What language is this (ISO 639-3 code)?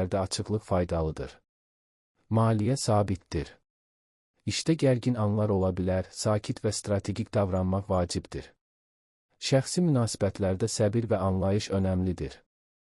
aze